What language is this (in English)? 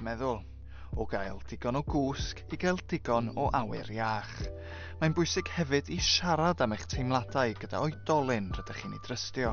Welsh